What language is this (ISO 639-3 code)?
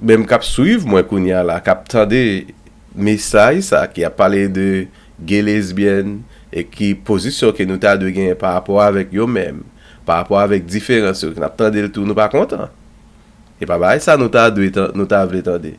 hat